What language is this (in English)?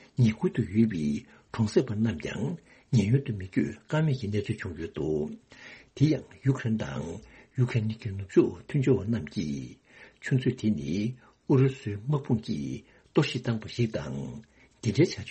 Tibetan